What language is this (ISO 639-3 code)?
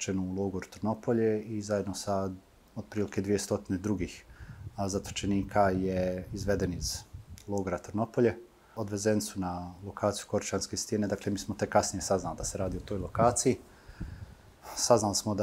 bos